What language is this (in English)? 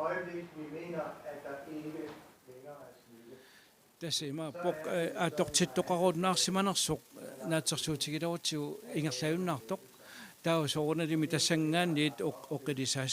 Kalaallisut